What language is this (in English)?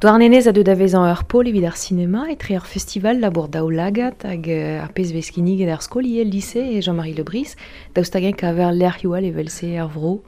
Breton